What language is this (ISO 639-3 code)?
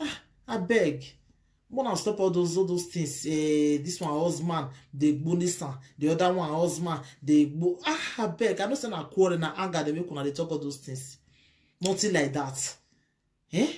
pcm